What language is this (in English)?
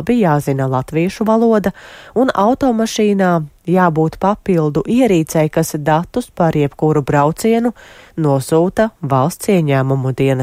Latvian